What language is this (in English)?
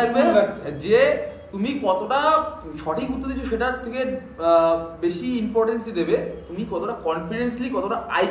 Bangla